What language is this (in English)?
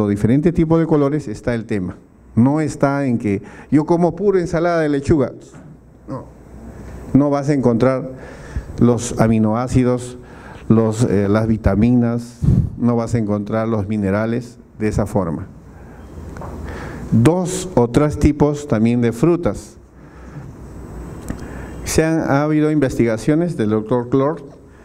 Spanish